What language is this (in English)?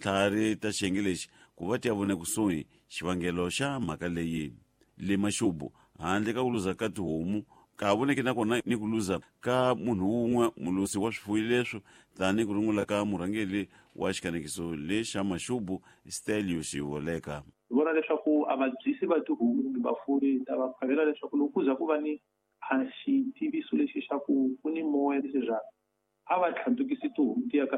Tsonga